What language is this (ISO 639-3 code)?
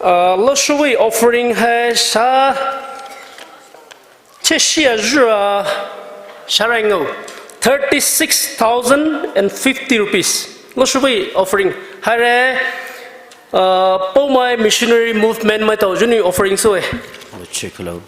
pmx